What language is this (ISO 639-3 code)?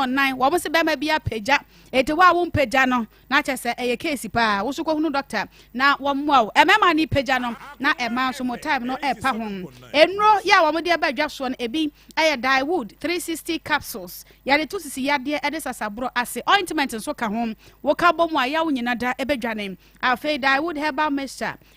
aka